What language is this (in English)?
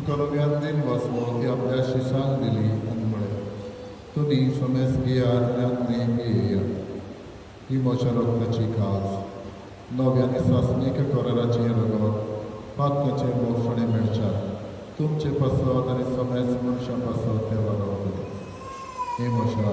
Konkani